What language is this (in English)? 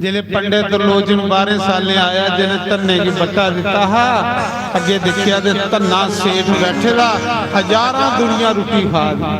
Dogri